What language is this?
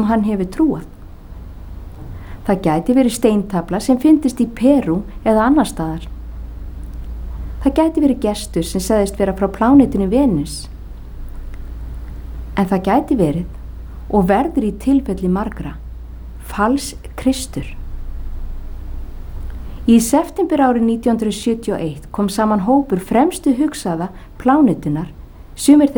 Icelandic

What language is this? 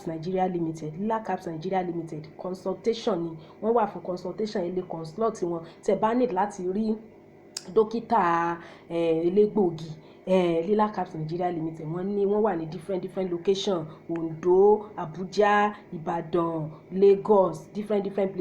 Yoruba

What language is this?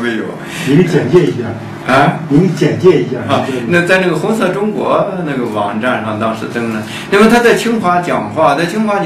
Chinese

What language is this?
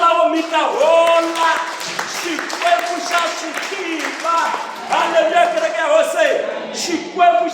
Tsonga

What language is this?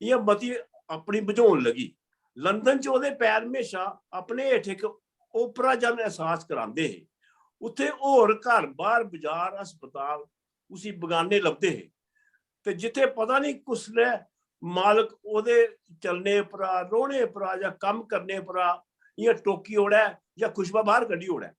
Dogri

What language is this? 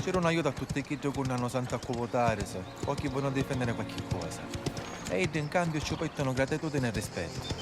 Sicilian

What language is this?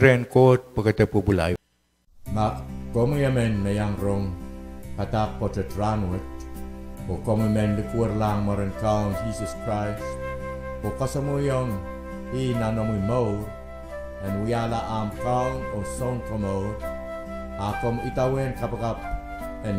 Pohnpeian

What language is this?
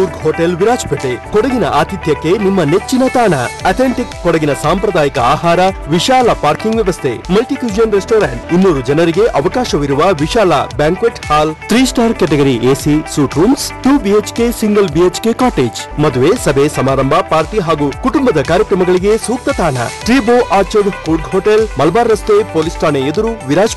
Kannada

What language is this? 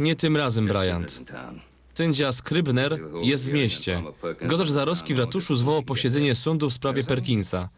Silesian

